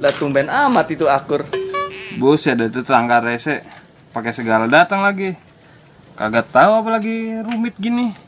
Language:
Betawi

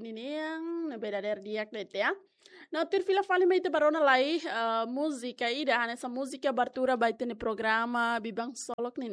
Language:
Tetum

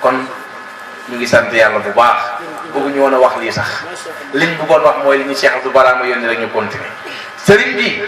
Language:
Wolof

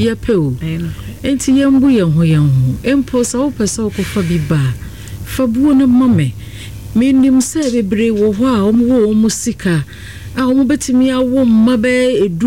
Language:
Akan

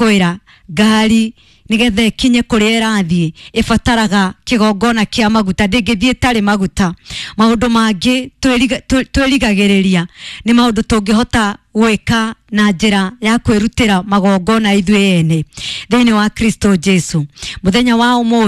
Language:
Kikuyu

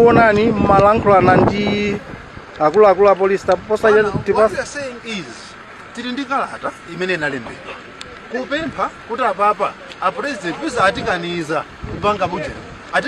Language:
Nyanja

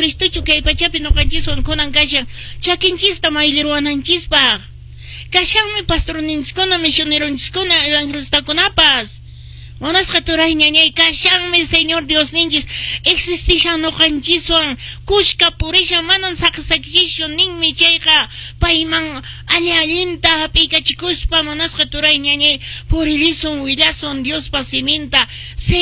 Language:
Quechua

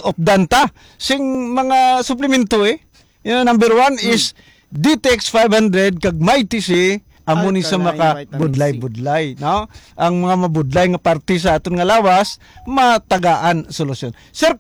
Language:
Hiligaynon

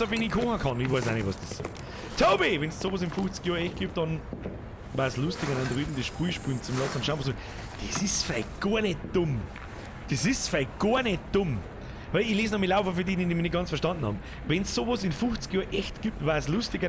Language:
Bavarian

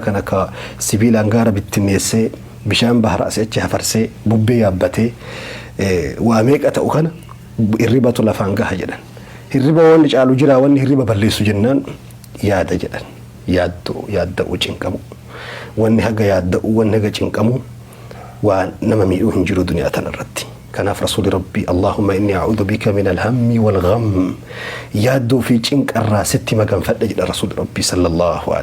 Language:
Oromo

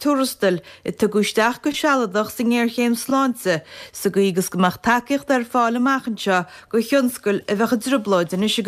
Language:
Irish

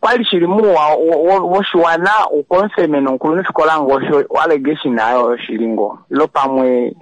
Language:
Kuanyama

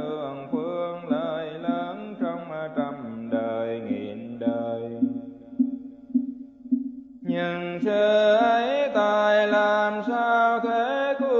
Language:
Vietnamese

